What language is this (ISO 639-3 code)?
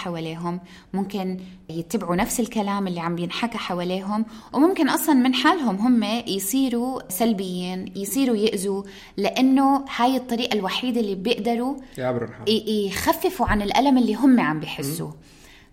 apc